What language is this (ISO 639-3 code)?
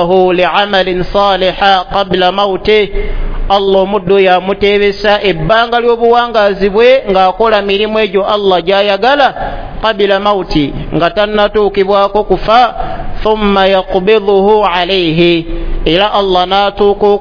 lug